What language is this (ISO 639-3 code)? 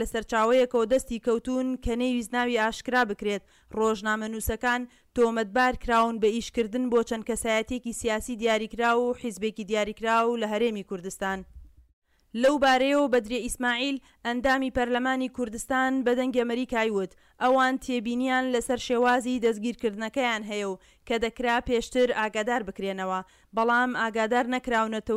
ckb